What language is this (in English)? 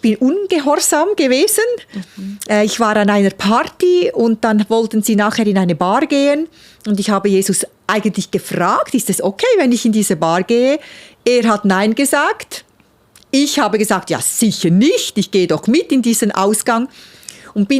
Swiss German